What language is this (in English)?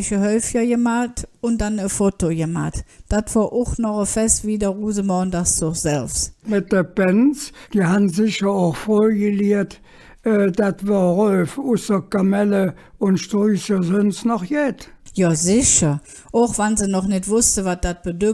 Colognian